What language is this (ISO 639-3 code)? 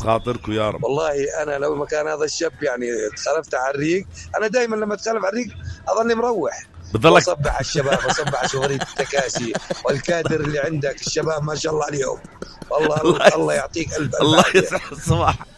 apc